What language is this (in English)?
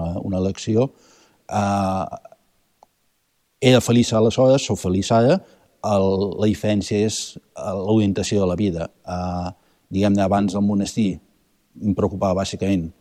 Catalan